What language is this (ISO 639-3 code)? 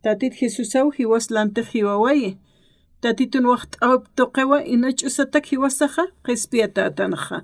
aym